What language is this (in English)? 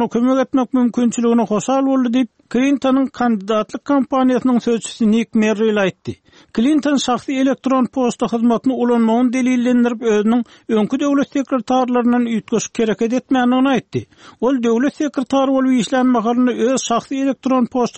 Turkmen